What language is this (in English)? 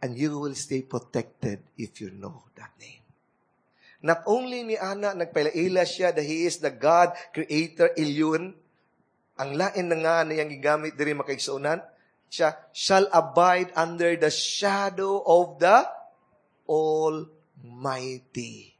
Cebuano